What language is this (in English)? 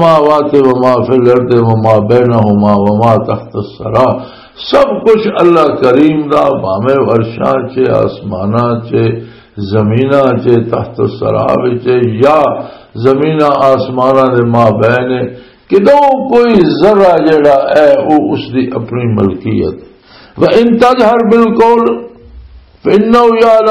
Western Panjabi